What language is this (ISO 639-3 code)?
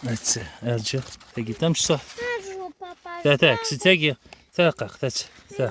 kab